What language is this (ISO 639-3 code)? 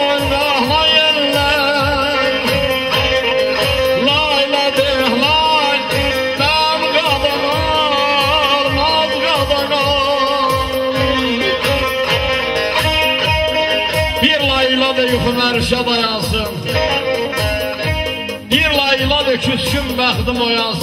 aze